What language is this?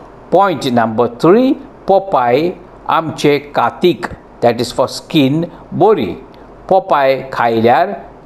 Konkani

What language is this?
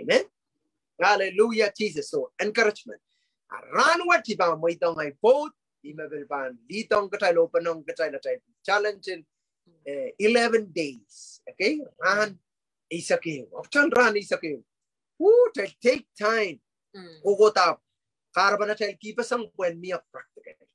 Pohnpeian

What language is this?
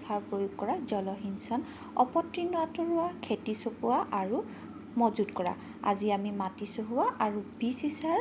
Assamese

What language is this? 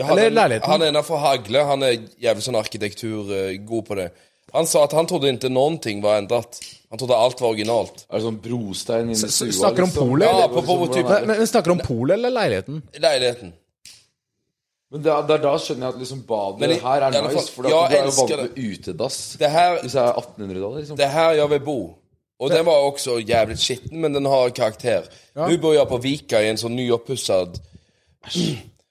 Norwegian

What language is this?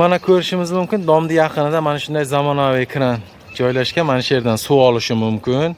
Uzbek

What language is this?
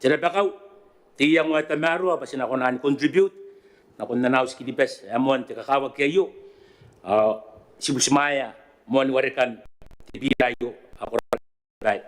Gilbertese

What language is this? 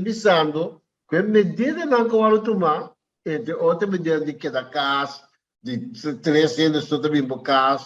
Papiamento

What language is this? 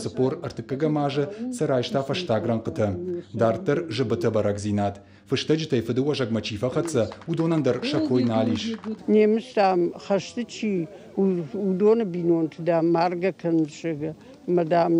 Ossetic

